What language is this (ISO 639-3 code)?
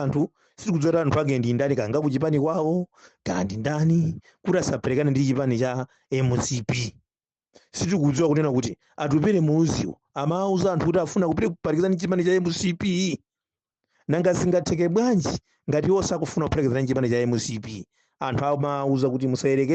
nya